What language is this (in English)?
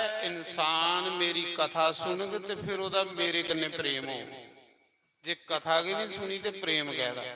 Dogri